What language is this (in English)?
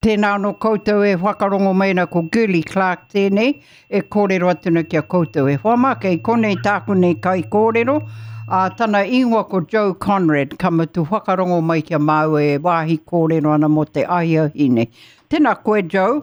Māori